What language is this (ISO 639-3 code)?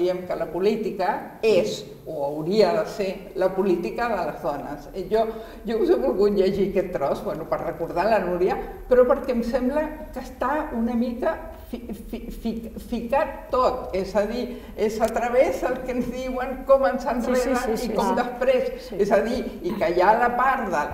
cat